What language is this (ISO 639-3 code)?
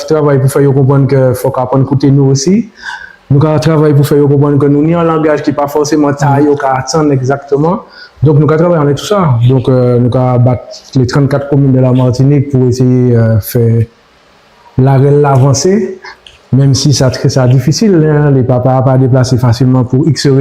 gcf